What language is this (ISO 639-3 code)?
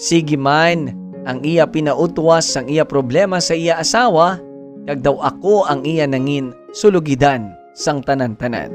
hil